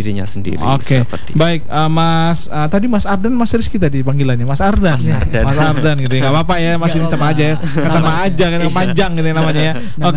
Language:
Indonesian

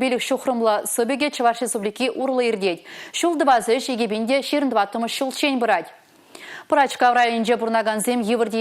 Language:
Chuvash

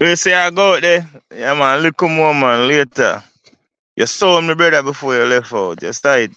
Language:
Jamaican Creole English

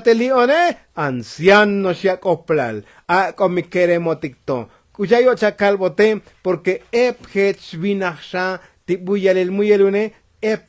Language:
Tzotzil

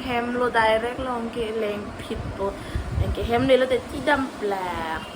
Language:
Karbi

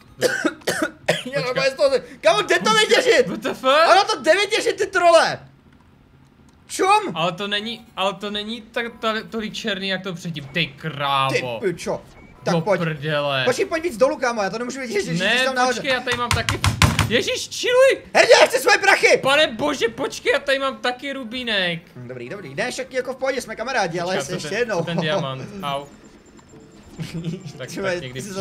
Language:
Czech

